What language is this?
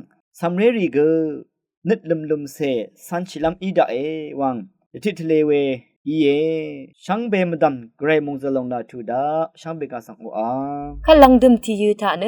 Rawang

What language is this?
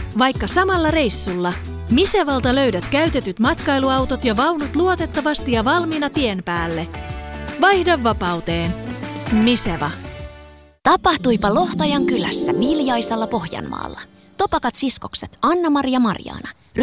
Finnish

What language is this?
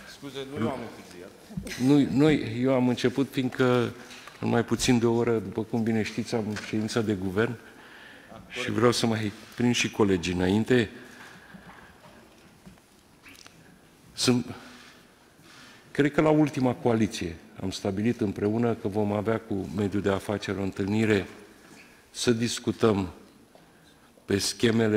Romanian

